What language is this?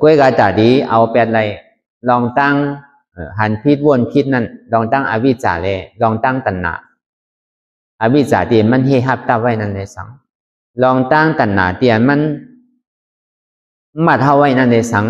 Shan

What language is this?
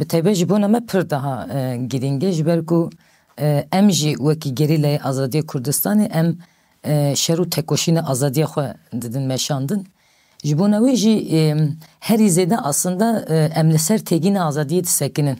Kurdish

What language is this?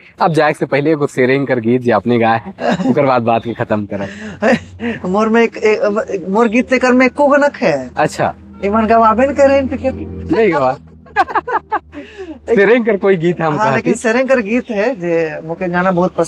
Sadri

